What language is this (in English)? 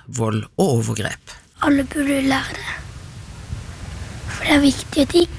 Norwegian